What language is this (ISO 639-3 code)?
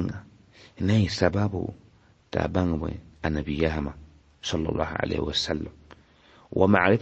mos